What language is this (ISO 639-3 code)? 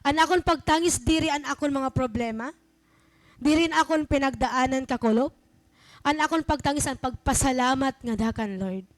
war